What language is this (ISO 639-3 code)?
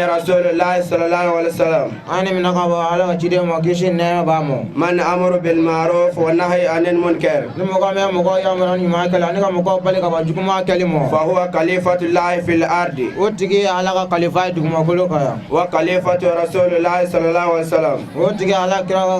bam